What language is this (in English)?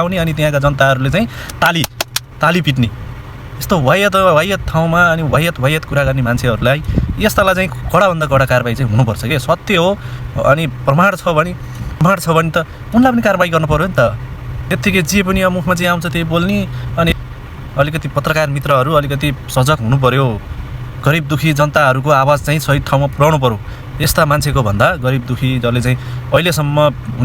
Nepali